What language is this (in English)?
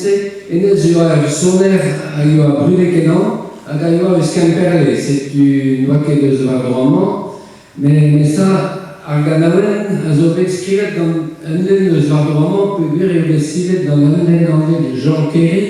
Breton